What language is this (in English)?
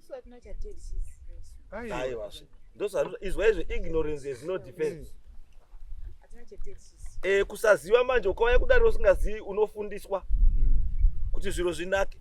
Shona